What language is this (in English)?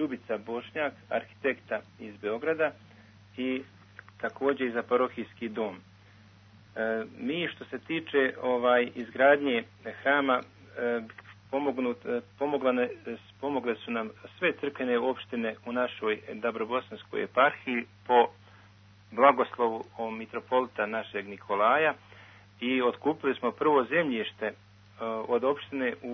Serbian